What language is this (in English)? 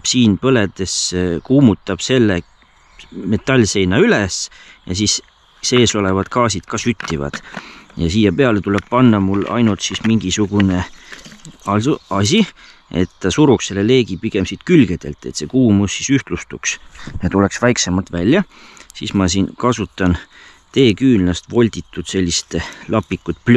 Estonian